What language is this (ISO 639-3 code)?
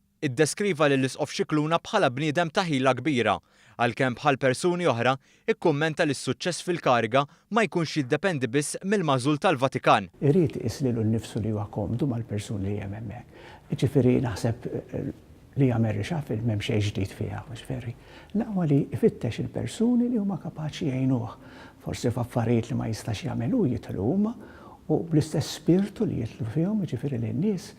mlt